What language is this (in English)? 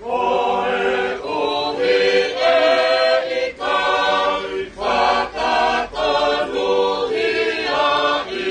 Tongan